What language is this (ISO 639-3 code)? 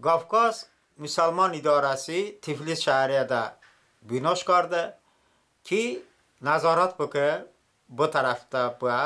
tly